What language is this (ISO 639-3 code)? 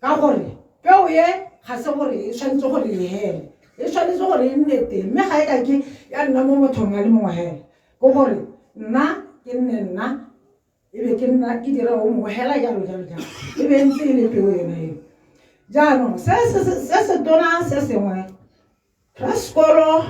tsn